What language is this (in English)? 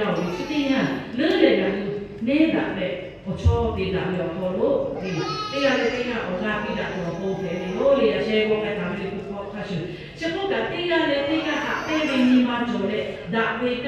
Lahu